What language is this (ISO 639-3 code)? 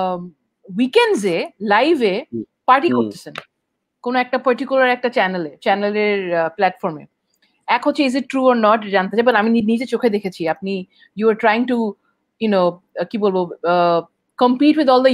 ben